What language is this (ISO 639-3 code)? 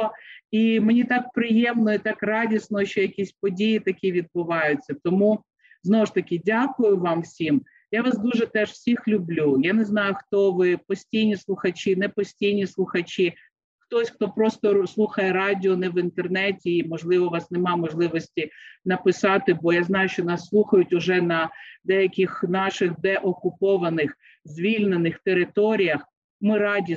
ukr